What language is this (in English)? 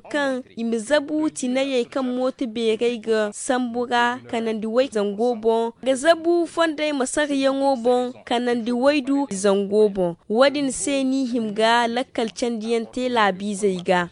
Zarma